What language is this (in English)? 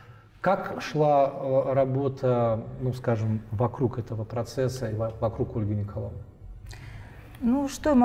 Russian